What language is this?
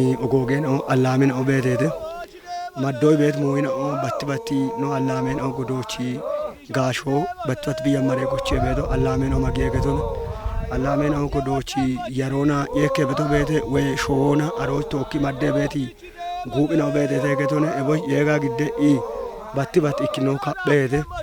Kafa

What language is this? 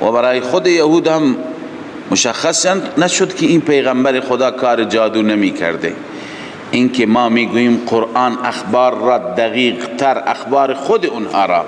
Persian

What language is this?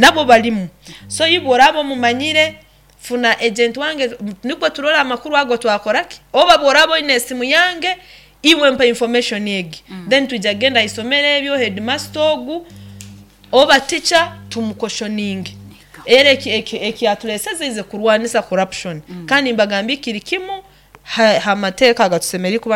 Nyoro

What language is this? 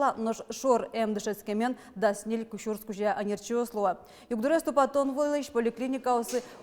Udmurt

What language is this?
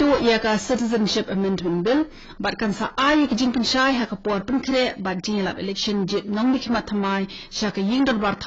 Khasi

